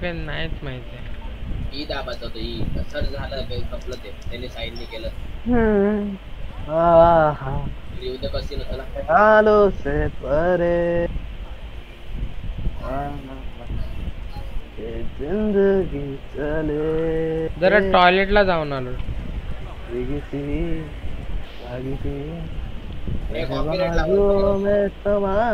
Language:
Marathi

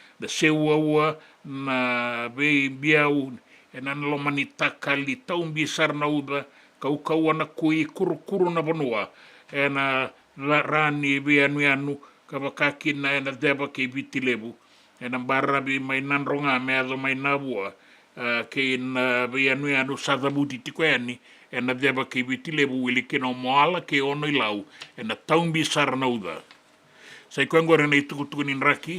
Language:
Fijian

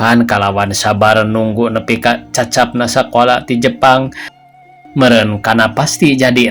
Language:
Sundanese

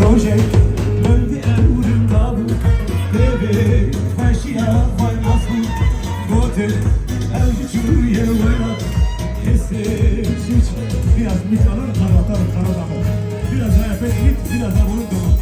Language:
Kurdish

